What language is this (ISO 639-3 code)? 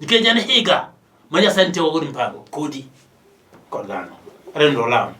luo